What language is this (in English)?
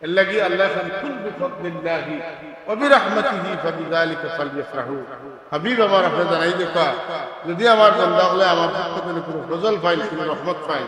Sylheti